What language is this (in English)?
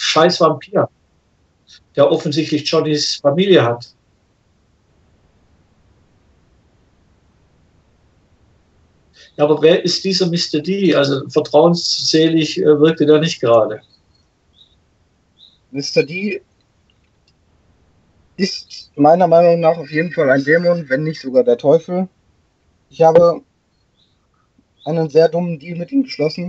German